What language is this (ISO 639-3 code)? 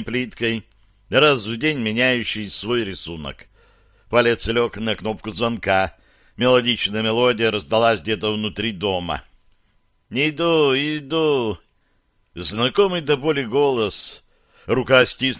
rus